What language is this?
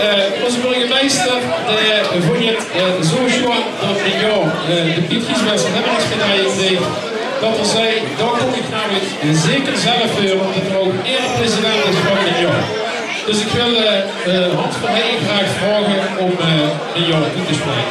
Limburgish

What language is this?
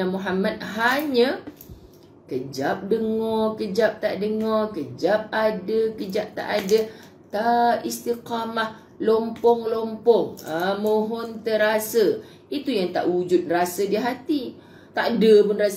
Malay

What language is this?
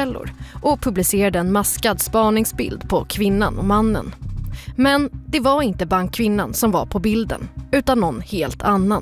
Swedish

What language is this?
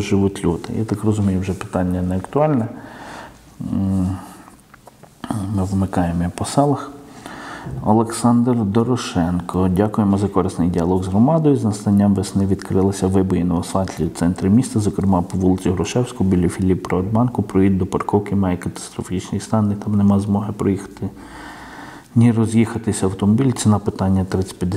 Ukrainian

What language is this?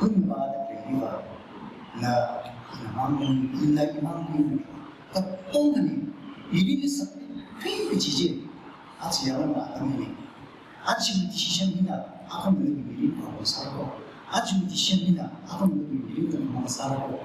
Tangkhul Naga (India)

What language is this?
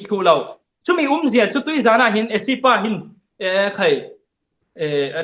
Falam Chin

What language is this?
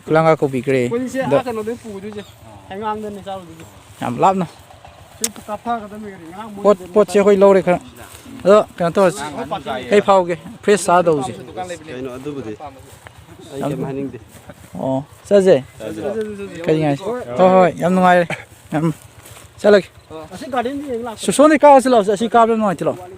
Manipuri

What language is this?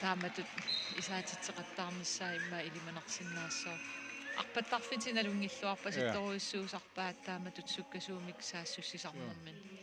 Kalaallisut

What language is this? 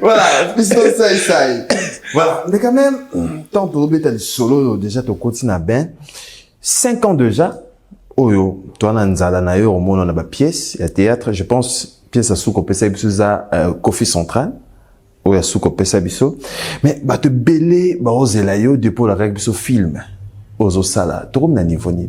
Lingala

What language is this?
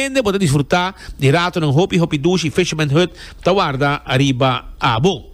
Papiamento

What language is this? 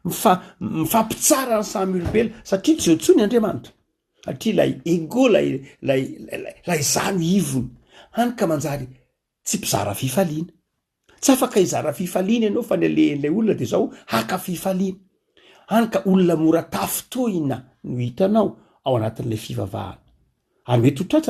Malagasy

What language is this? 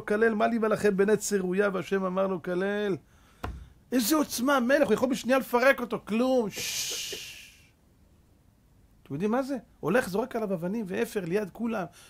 Hebrew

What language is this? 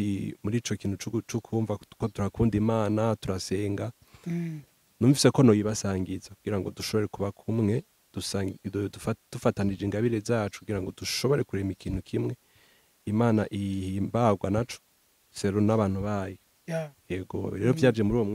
Rundi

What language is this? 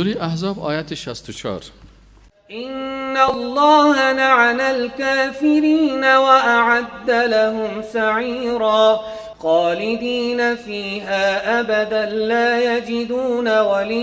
Persian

